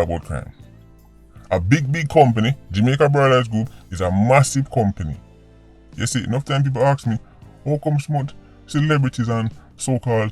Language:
Jamaican Creole English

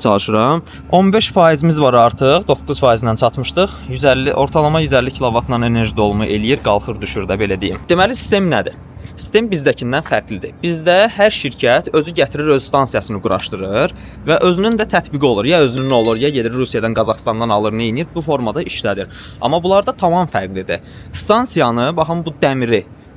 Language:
Azerbaijani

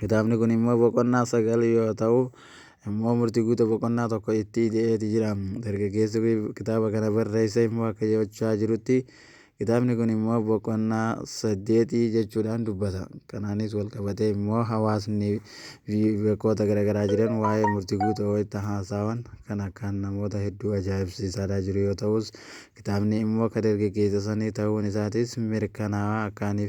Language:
Oromo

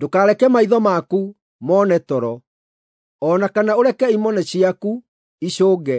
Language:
Kikuyu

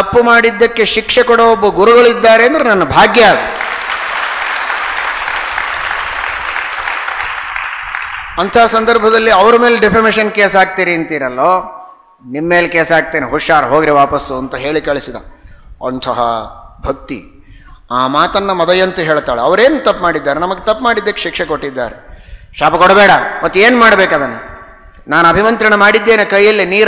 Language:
Kannada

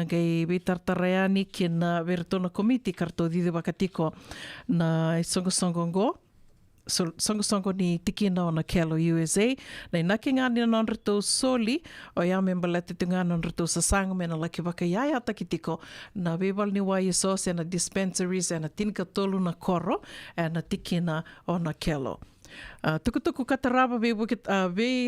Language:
Fijian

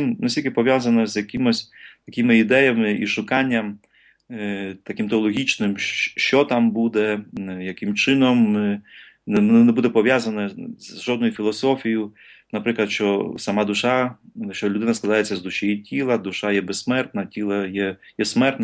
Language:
Ukrainian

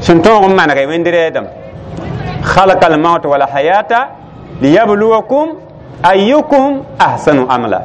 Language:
Mossi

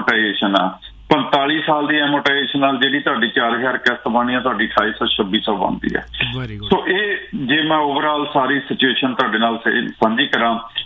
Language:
Punjabi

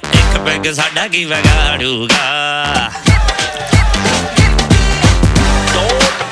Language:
Punjabi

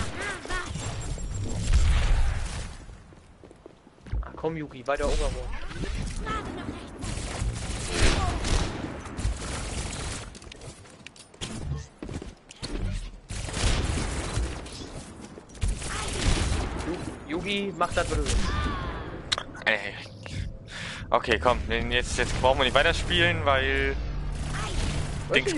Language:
German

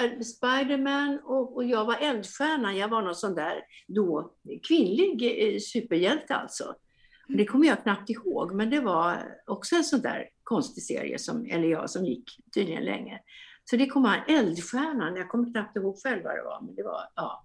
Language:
Swedish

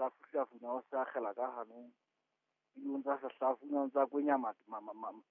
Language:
Southern Sotho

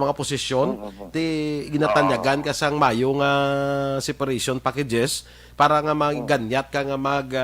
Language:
Hiligaynon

